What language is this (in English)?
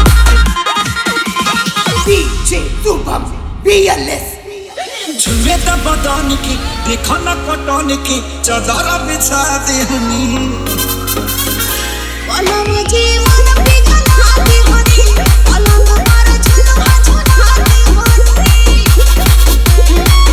Bhojpuri